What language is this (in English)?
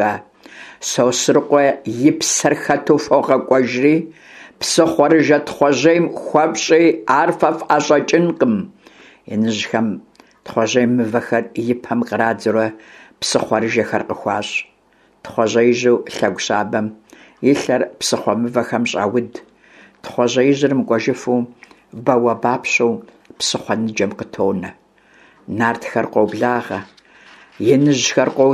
Kabardian